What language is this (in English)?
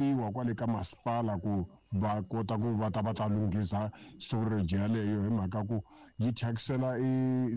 Tsonga